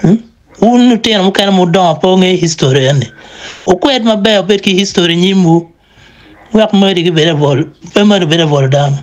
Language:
Acoli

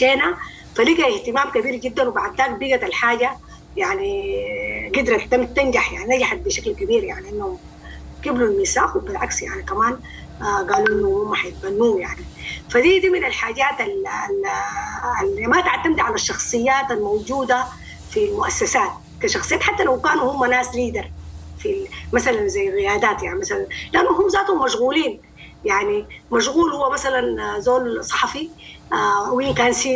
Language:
Sudanese Arabic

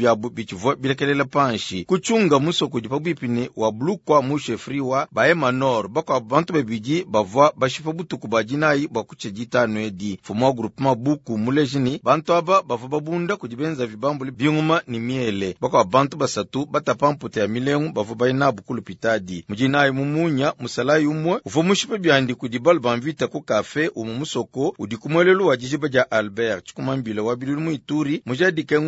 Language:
Luba-Lulua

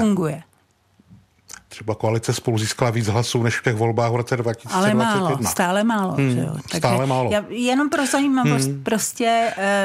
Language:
Czech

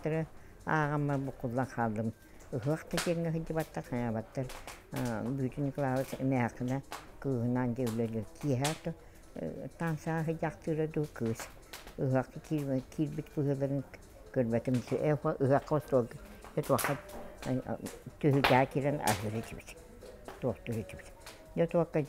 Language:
Yakut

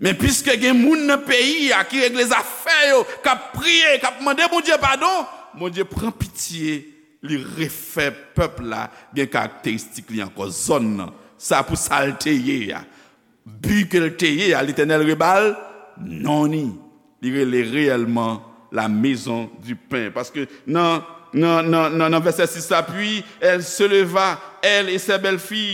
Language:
Haitian Creole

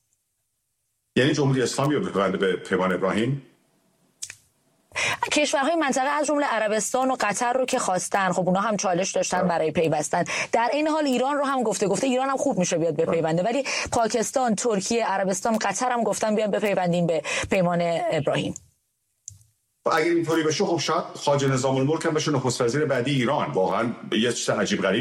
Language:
Persian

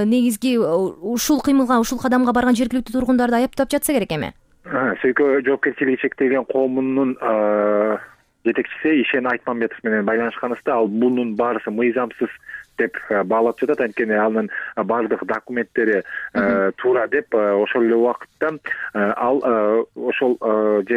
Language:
Kyrgyz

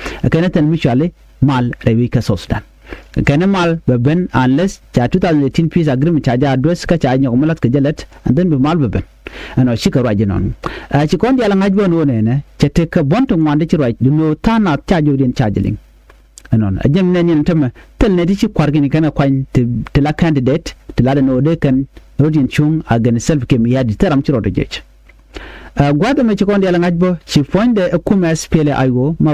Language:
Nuer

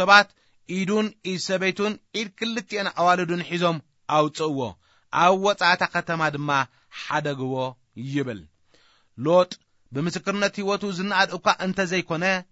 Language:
Tigrinya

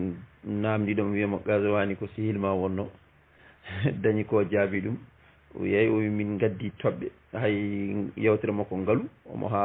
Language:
Fula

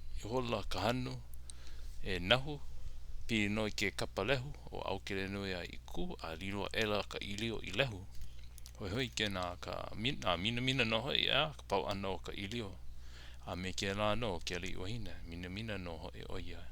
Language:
Hawaiian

